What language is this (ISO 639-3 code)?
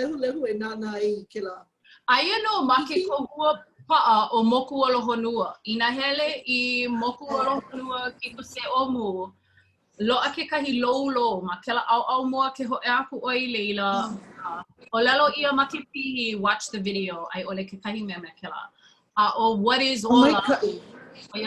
haw